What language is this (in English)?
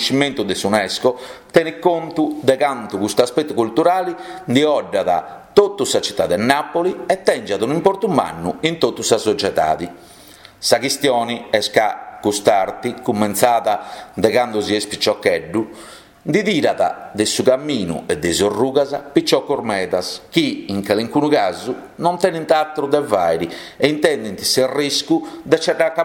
Sardinian